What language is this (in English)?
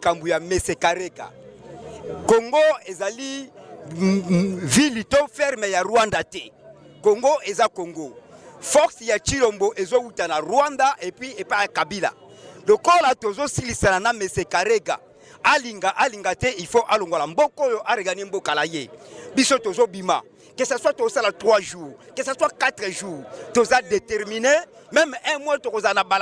Lingala